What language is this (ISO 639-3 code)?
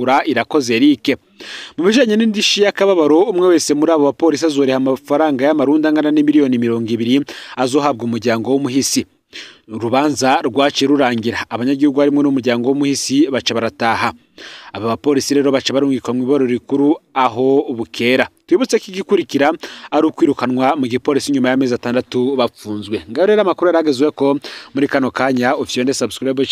run